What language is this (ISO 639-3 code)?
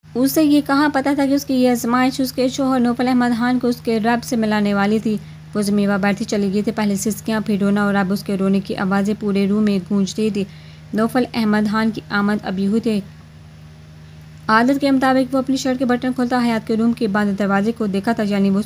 urd